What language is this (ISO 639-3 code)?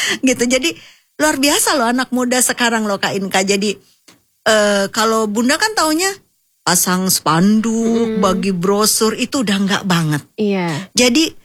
ind